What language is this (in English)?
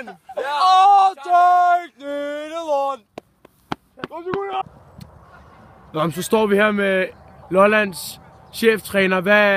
Danish